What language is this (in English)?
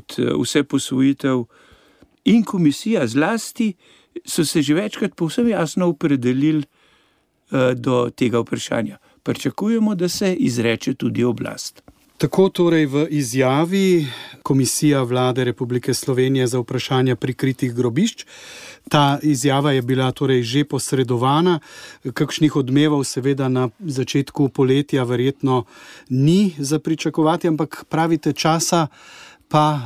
Slovenian